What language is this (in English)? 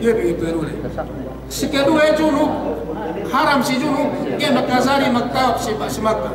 Yakan